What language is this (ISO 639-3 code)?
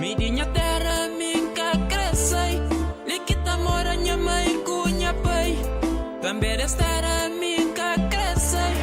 kea